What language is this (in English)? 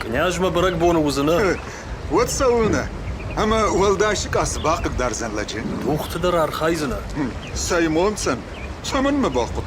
Ossetic